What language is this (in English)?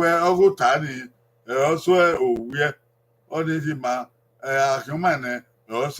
Bini